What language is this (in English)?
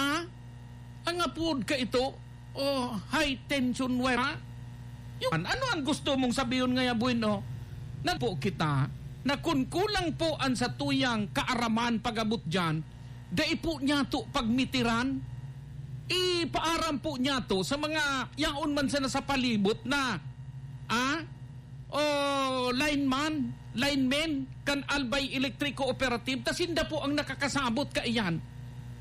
Bikol